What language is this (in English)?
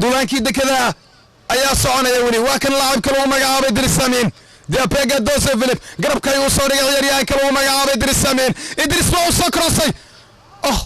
Somali